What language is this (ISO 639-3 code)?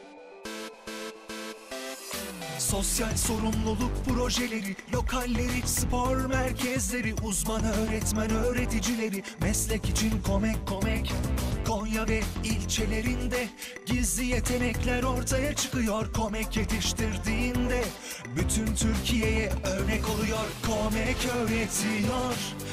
tur